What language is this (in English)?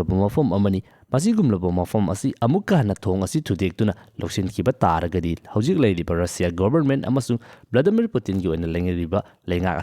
Manipuri